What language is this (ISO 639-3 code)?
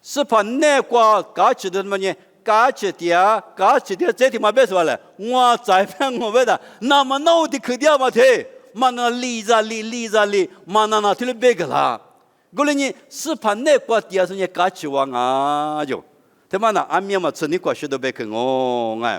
lis